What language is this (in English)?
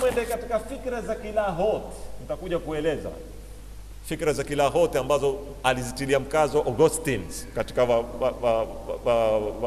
Swahili